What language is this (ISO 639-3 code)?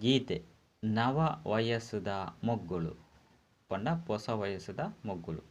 tcy